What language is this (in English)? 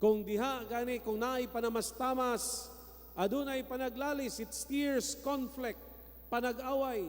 Cebuano